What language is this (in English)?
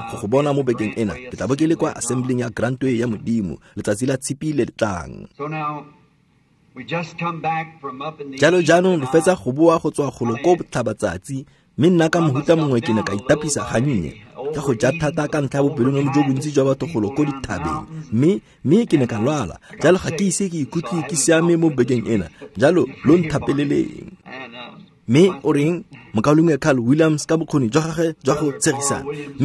Tswana